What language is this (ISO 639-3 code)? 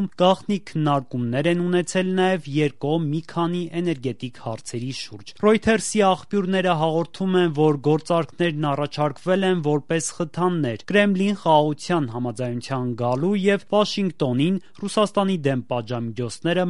hye